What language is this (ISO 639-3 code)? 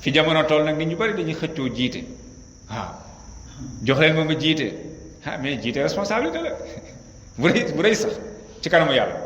wol